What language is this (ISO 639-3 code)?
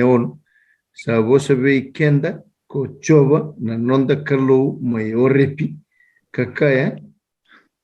fij